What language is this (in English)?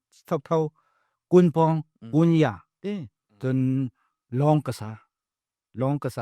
Falam Chin